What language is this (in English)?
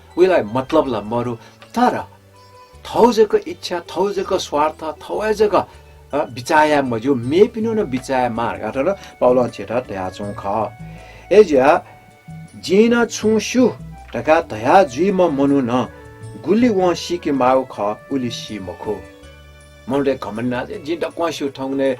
Newari